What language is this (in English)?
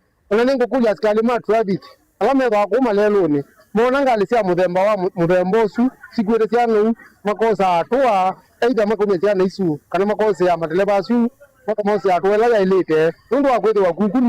Kamba